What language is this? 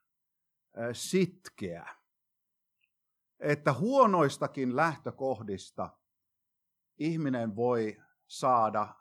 Finnish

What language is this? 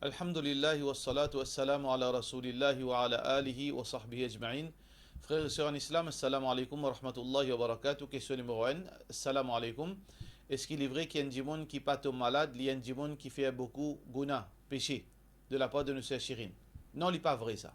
Morisyen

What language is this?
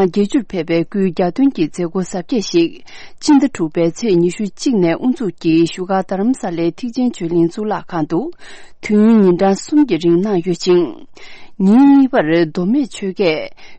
Tibetan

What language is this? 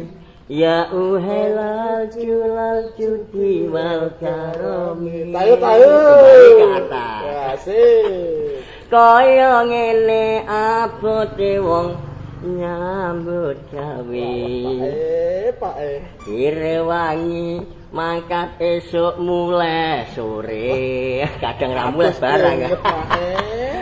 Javanese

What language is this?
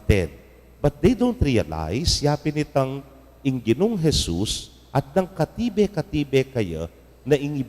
Pampanga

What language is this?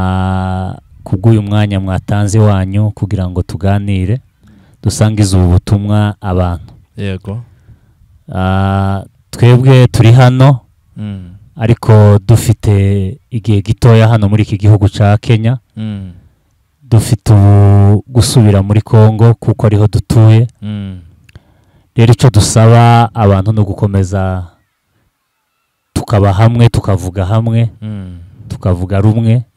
Kinyarwanda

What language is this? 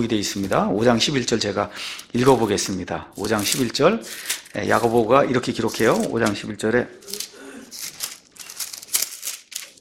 Korean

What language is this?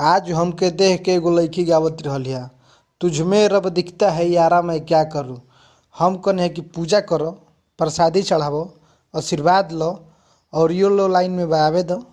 Bhojpuri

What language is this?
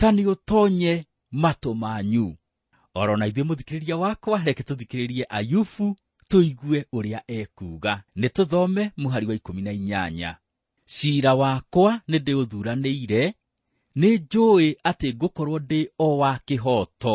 Kikuyu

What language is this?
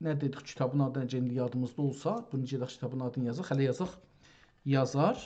South Azerbaijani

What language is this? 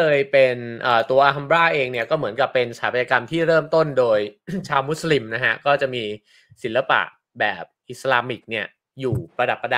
Thai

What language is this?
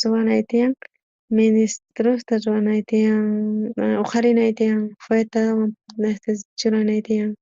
South Bolivian Quechua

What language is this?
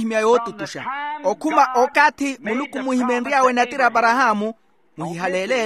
Makhuwa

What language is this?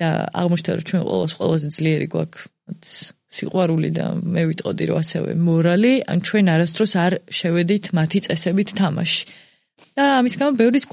Georgian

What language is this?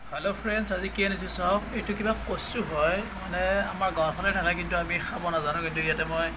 Assamese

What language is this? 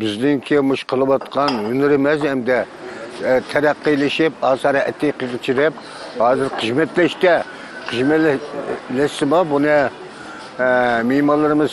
Uyghur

